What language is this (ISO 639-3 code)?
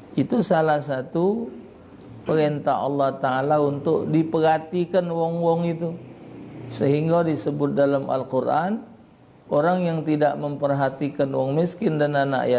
mui